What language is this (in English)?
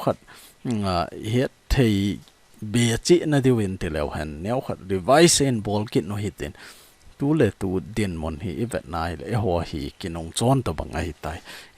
Thado Chin